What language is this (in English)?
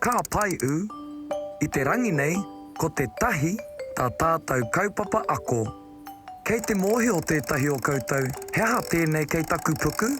Māori